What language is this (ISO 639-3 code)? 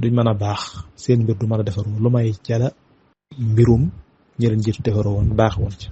wol